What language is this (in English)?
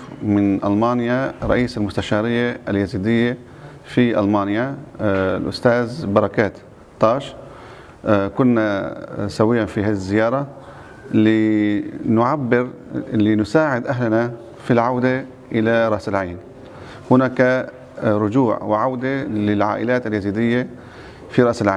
Arabic